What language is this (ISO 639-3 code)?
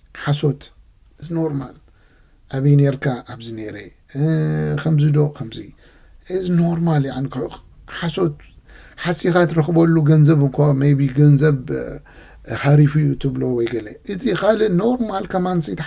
tir